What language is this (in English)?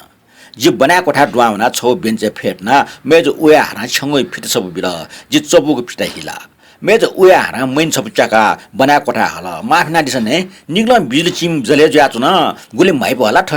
Newari